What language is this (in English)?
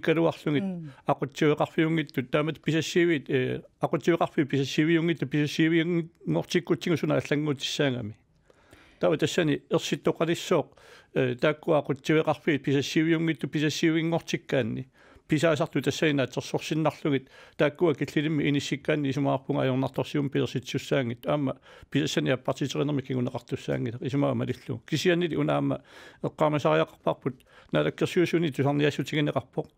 Kalaallisut